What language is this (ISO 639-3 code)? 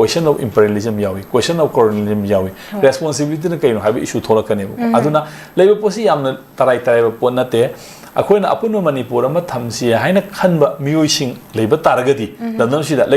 mni